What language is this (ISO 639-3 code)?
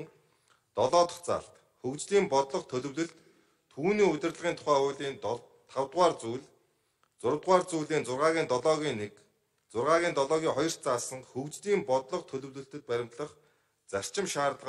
mon